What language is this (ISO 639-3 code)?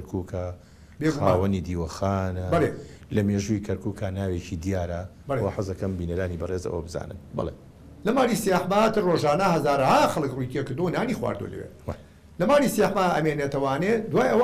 ckb